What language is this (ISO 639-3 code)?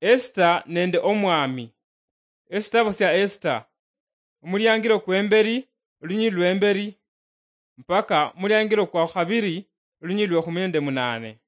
luy